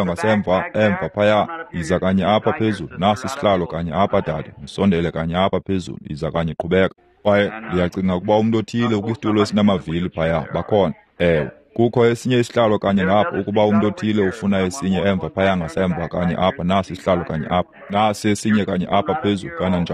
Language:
Xhosa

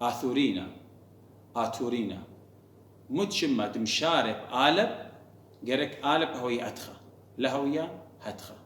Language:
Assyrian Neo-Aramaic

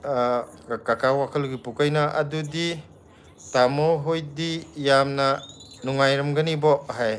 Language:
Manipuri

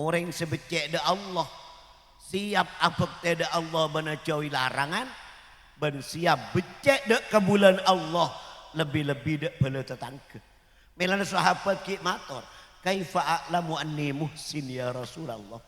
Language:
Madurese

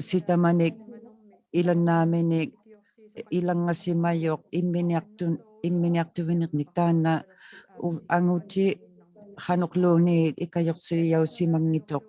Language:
Inuktitut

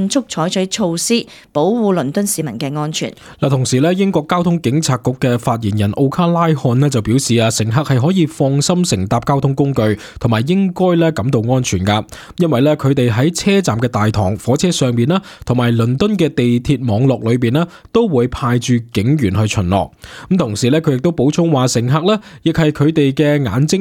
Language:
Cantonese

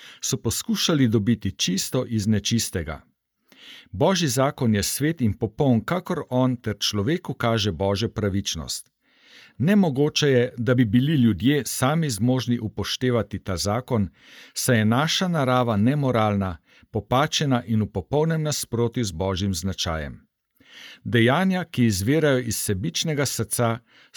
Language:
Slovenian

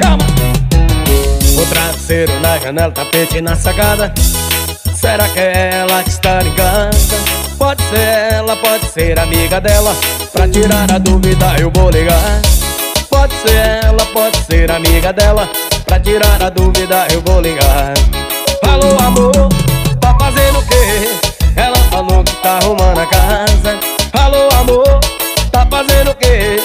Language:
Portuguese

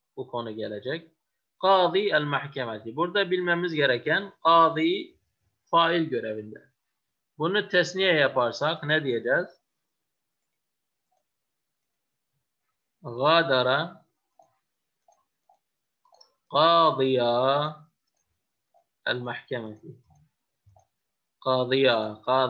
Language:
Turkish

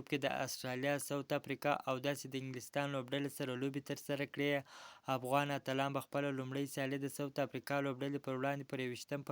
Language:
Pashto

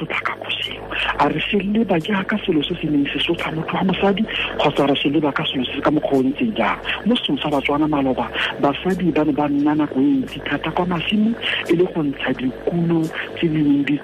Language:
Tswana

